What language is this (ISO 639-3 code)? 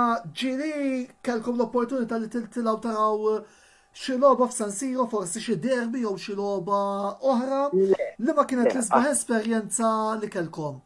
mlt